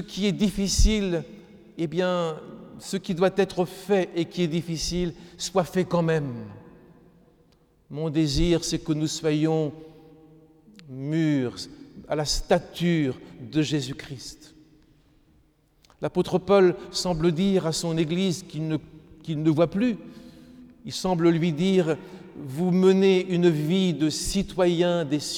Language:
French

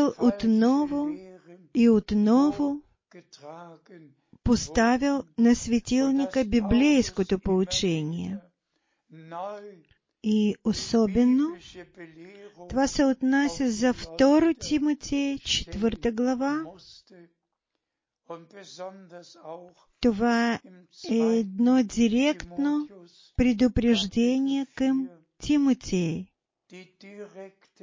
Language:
Bulgarian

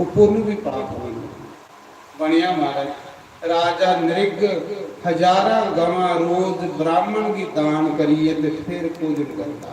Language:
Dogri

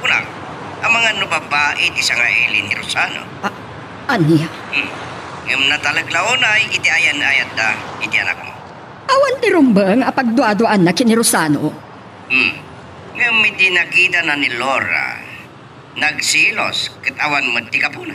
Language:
Iloko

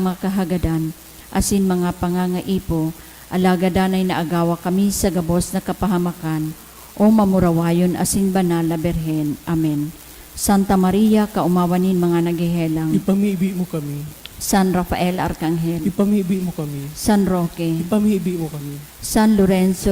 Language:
Bikol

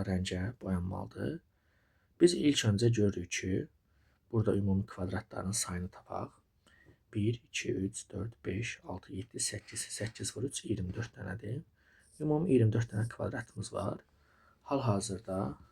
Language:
Azerbaijani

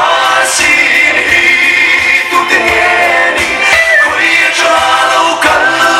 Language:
Mizo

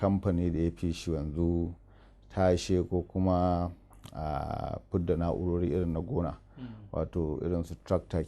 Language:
Hausa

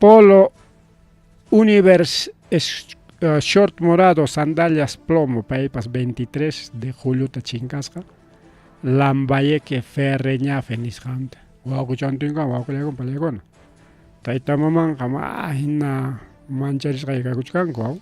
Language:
Ayacucho Quechua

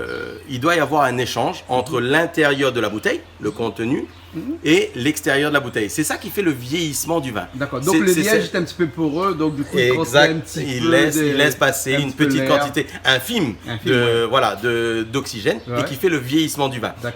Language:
Réunion Creole French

